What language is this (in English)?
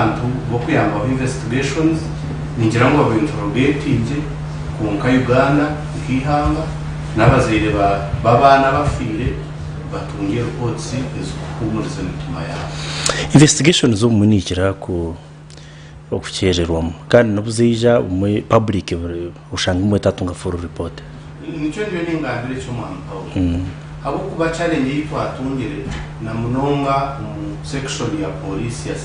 Nyankole